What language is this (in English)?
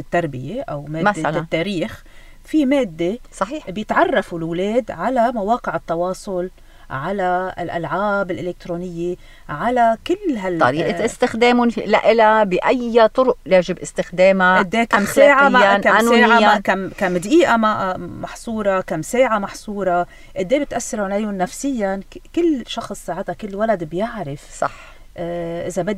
North Levantine Arabic